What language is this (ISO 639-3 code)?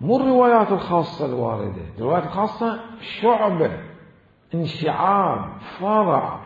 acm